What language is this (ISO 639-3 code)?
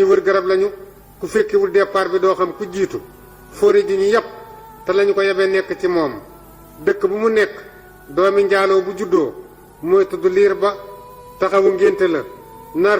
wol